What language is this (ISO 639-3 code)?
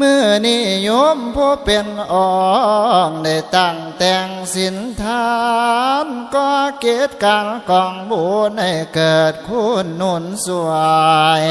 tts